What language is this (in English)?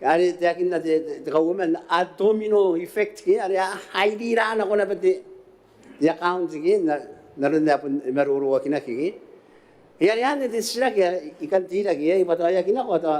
Gilbertese